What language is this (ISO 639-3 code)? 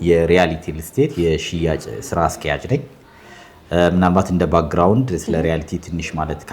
amh